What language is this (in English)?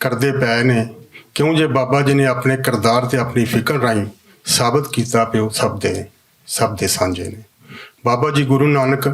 Western Panjabi